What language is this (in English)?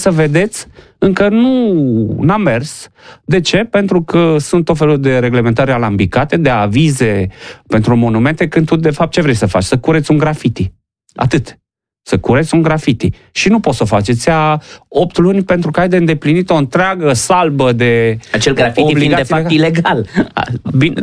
Romanian